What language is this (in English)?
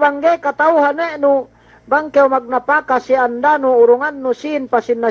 Yakan